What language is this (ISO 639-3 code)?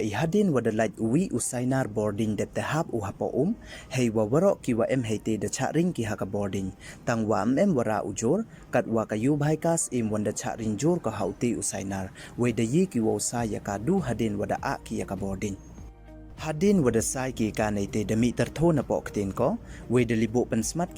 pbv